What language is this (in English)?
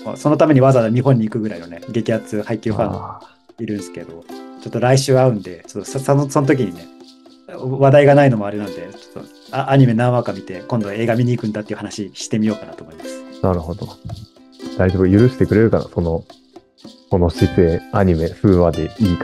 Japanese